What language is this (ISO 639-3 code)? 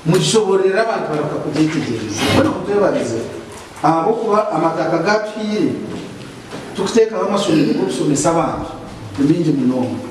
nyn